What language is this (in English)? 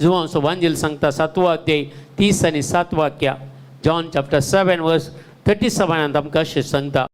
Konkani